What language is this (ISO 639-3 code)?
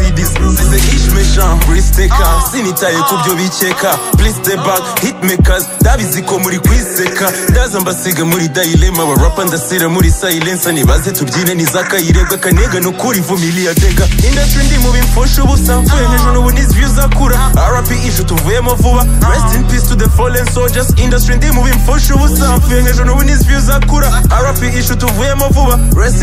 kin